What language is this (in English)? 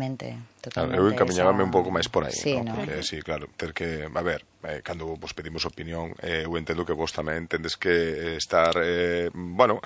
Galician